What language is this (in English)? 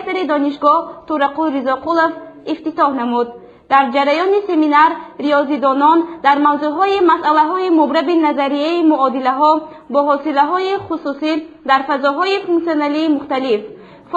Tajik